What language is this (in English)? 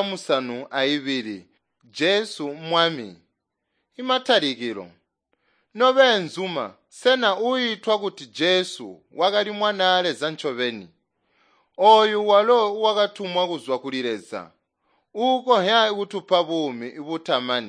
Tonga (Zambia)